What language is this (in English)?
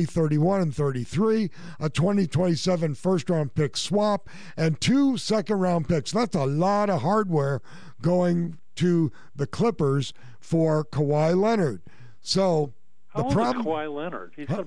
English